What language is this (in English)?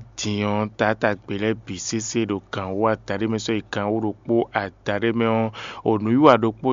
Fon